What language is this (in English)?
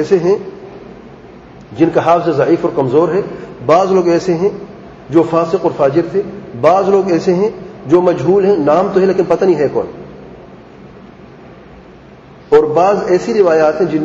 Urdu